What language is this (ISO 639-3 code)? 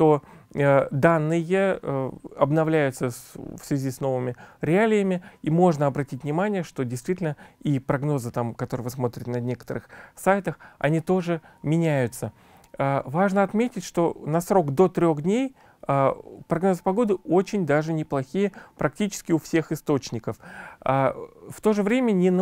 rus